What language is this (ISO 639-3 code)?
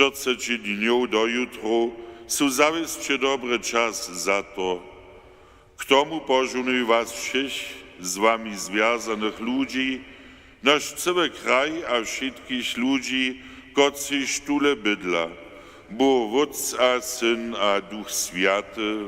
hsb